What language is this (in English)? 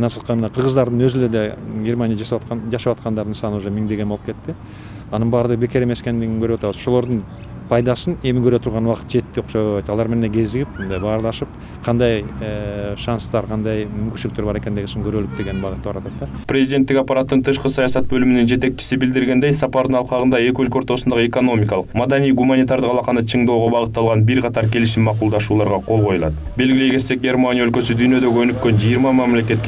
Kyrgyz